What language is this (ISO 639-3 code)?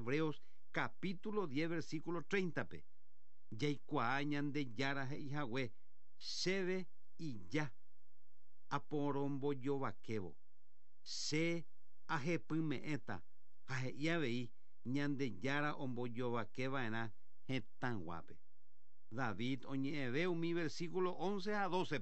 grn